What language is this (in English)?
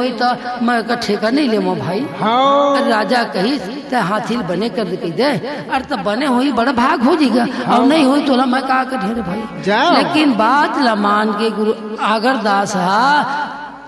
Chhattisgarhi